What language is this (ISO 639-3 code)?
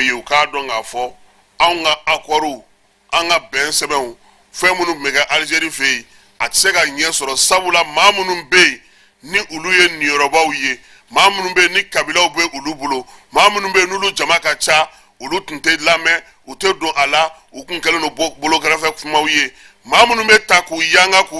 bam